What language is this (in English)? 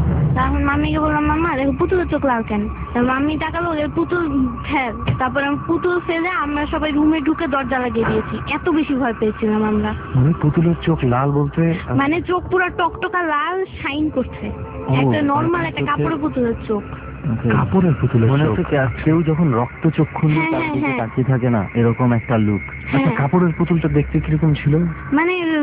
Bangla